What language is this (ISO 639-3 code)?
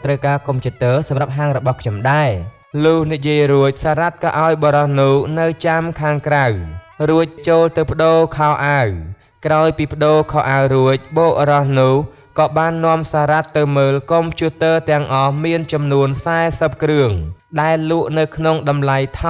khm